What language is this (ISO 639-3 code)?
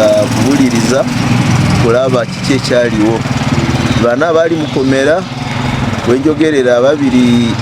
lug